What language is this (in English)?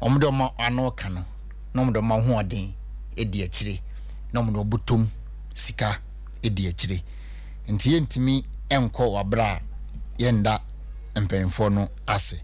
Akan